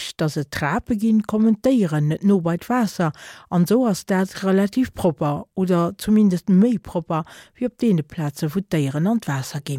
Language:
Luxembourgish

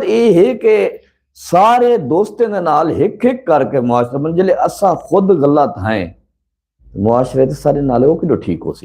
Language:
Saraiki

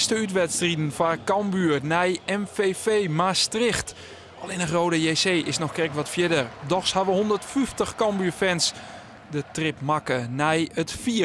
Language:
Western Frisian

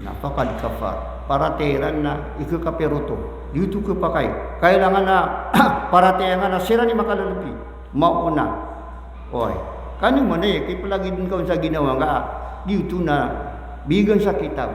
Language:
Maranao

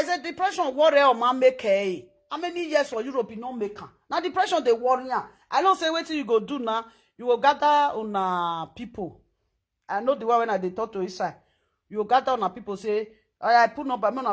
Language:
Nigerian Pidgin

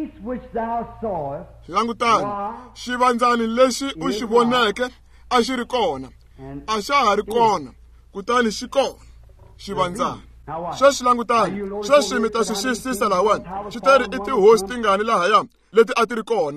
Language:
Tsonga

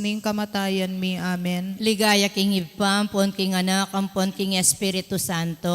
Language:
Pampanga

